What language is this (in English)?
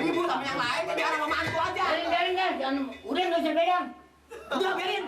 Betawi